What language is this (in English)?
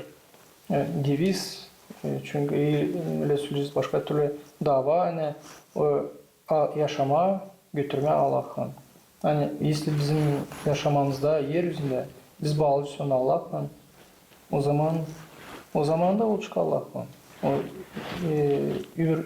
Gagauz